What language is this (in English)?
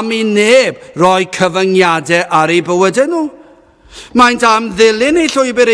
Welsh